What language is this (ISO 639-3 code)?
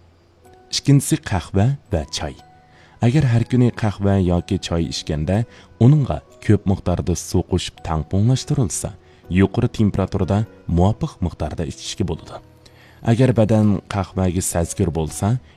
uig